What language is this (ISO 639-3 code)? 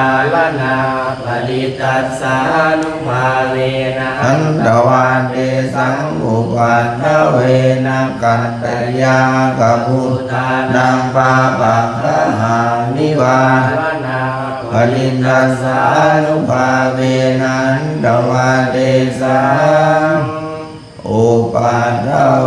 pli